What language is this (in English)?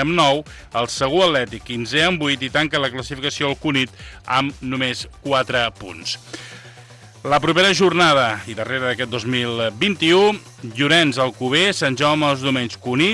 Catalan